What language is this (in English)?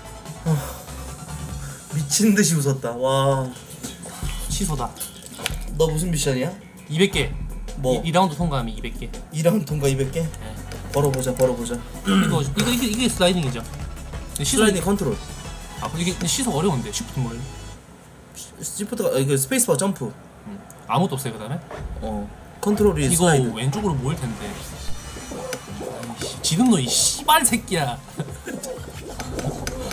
Korean